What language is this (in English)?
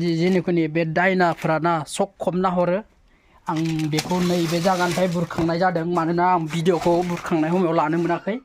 Bodo